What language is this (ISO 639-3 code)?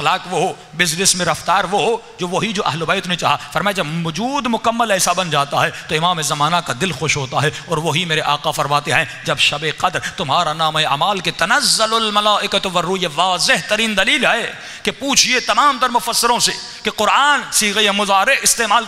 urd